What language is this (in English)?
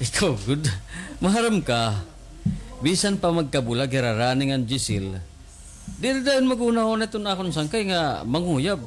Waray